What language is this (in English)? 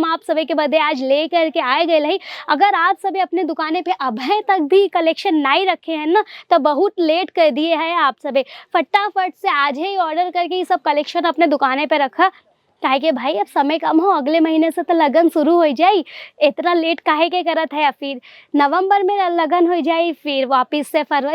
Bhojpuri